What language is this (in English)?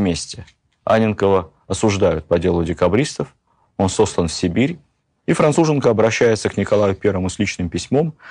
Russian